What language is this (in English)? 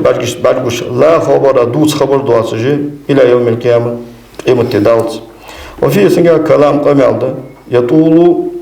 Ingush